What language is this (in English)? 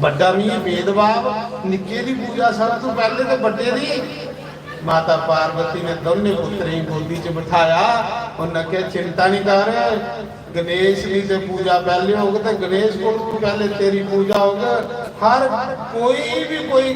Dogri